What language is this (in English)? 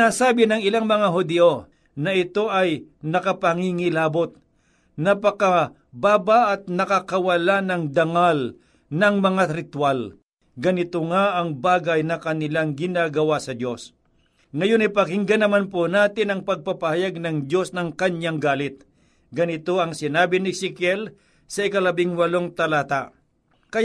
Filipino